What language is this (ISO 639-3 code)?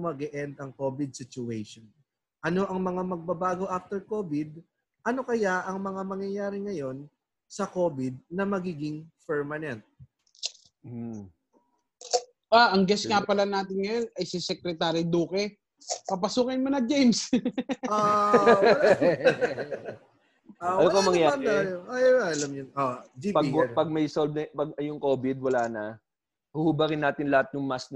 fil